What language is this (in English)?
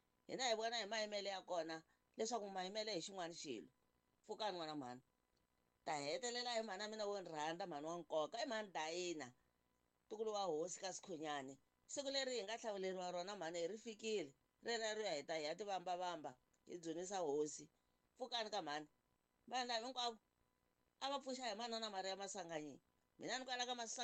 Tsonga